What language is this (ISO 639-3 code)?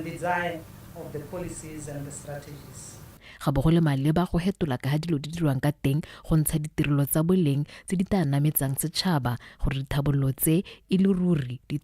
tsn